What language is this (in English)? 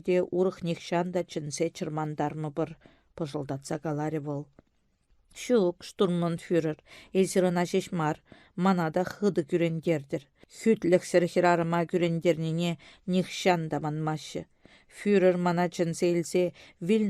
Chuvash